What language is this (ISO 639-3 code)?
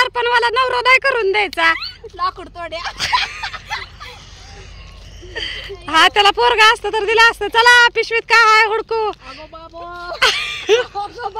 mar